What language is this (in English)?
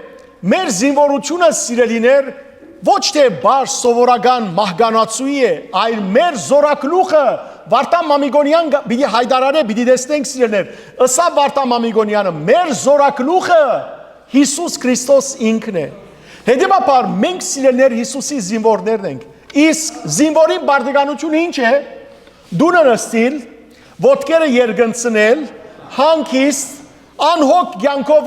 Western Armenian